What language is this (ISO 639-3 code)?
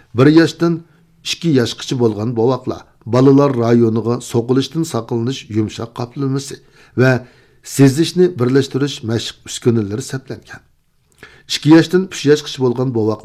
uig